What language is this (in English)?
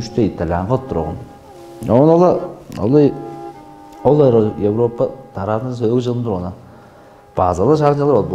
Tuvinian